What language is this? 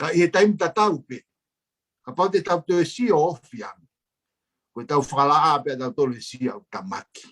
Tongan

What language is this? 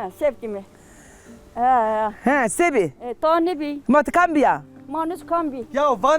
Zaza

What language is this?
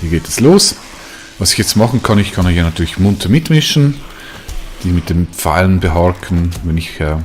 Swiss German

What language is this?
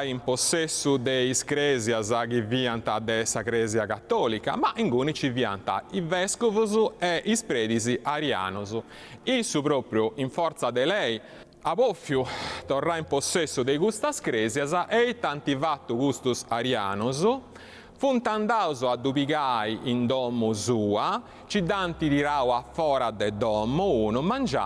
Sardinian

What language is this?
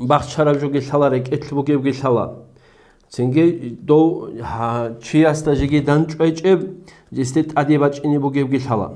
Avaric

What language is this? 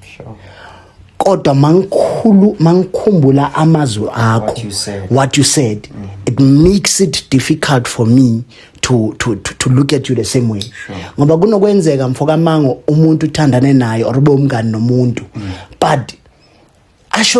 Zulu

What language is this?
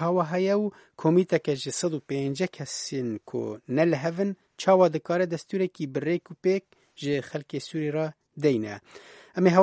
Kurdish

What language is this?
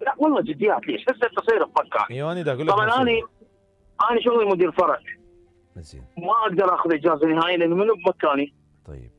Mesopotamian Arabic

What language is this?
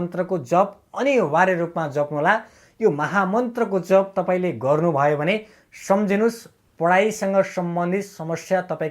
Nepali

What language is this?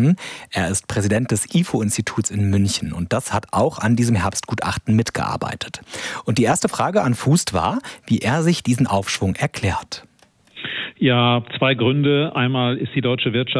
German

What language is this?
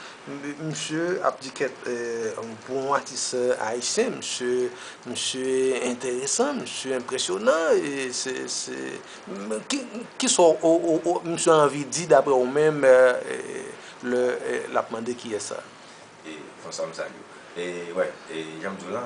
Haitian Creole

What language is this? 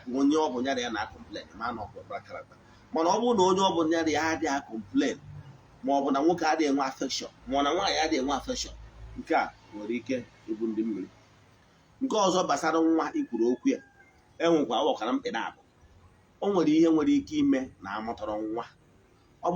Igbo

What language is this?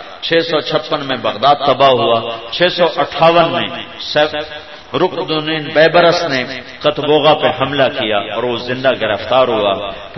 Urdu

